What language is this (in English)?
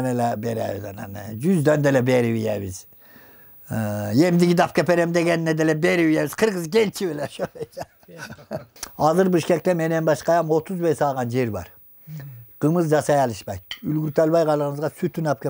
Kyrgyz